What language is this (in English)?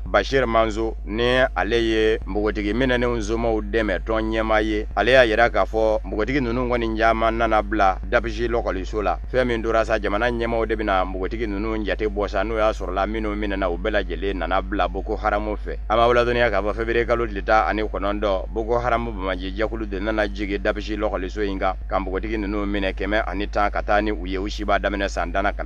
Bambara